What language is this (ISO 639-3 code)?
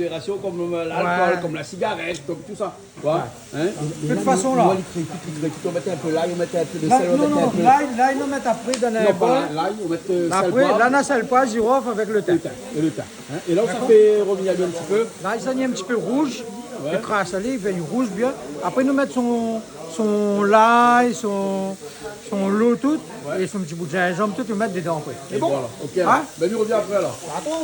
rcf